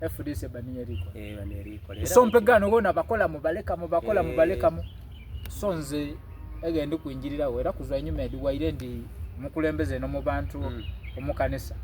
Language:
Soga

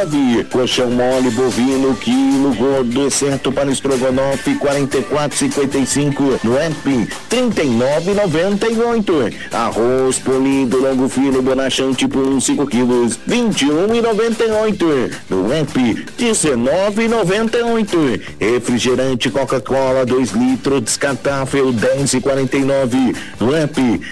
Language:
Portuguese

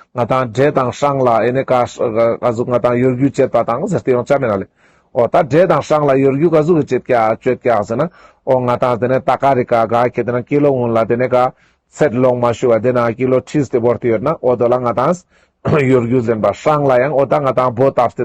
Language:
Ladakhi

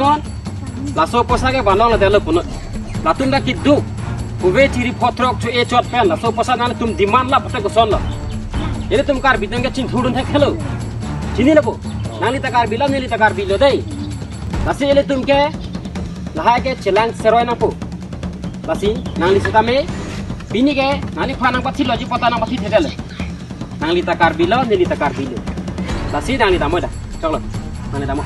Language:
Karbi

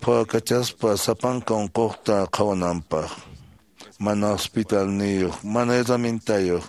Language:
Quechua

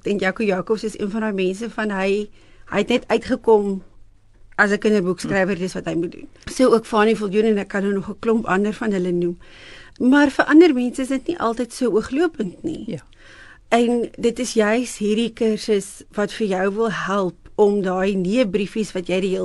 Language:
Afrikaans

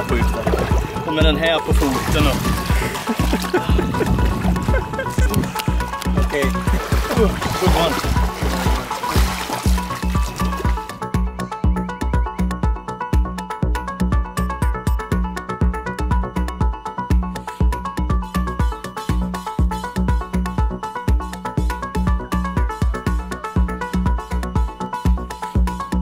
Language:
Swedish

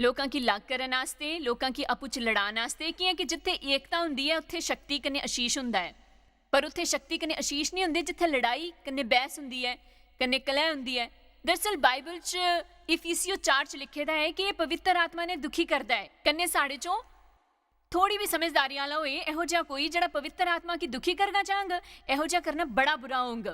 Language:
Dogri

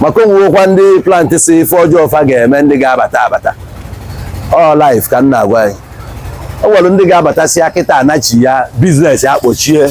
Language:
Igbo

